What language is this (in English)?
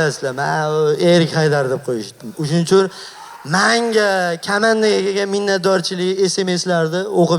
Uzbek